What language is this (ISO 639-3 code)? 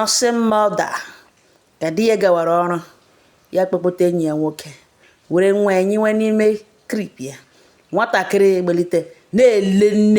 ibo